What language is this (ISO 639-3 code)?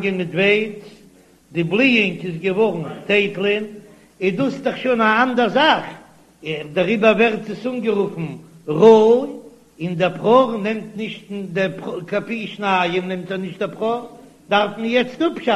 yid